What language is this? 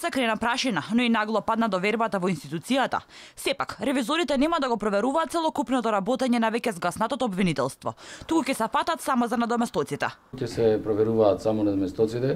Macedonian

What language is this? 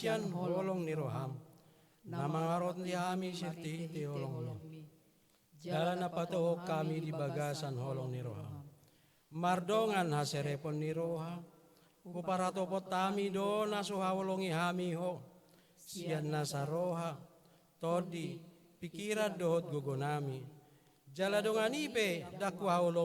Batak Toba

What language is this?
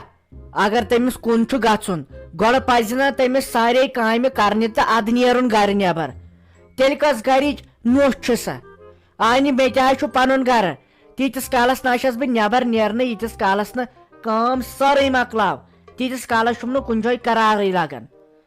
Kashmiri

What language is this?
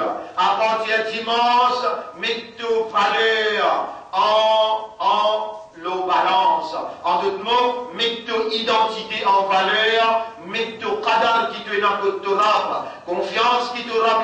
Morisyen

